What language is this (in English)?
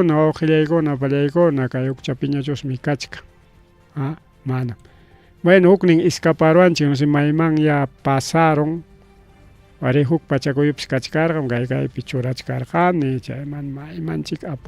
Ayacucho Quechua